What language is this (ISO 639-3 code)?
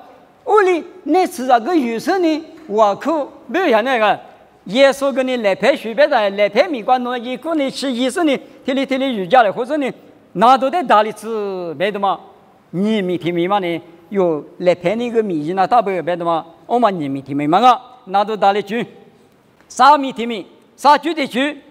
lis